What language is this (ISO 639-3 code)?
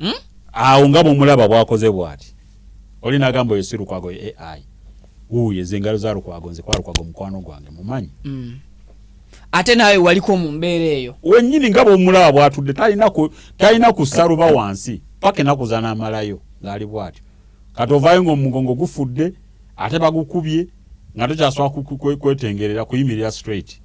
lug